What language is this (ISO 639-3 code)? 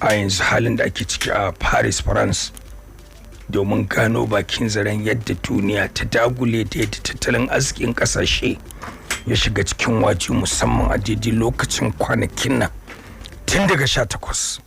hau